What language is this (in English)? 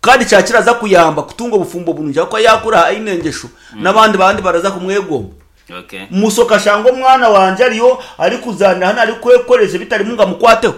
Nyankole